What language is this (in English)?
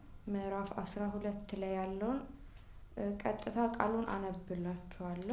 Amharic